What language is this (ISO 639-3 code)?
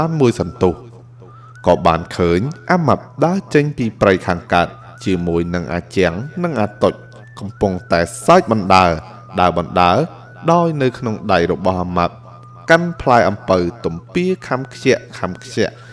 khm